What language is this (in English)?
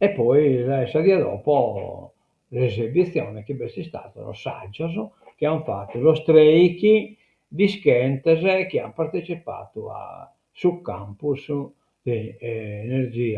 Sardinian